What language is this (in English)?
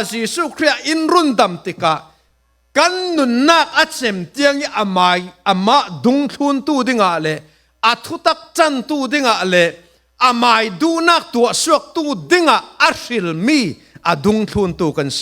Falam Chin